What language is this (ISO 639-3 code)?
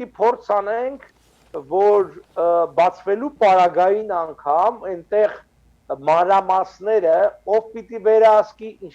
hyw